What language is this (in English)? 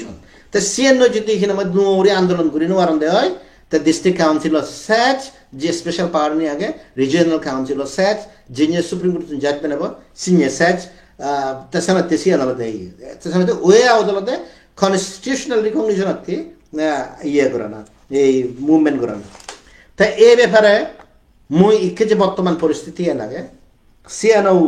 Chakma